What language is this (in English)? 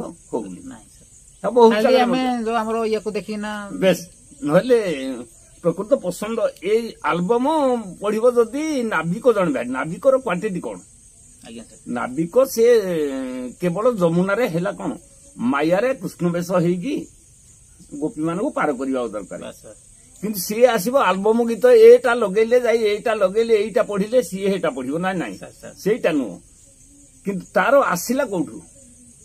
Odia